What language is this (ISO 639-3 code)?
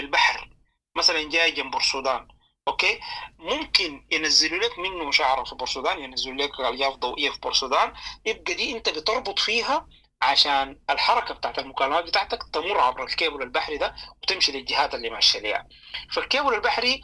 apd